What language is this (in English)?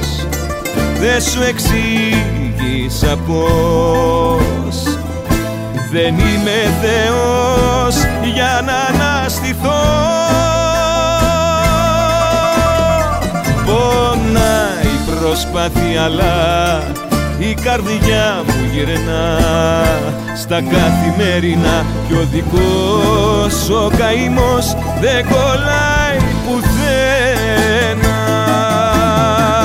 Greek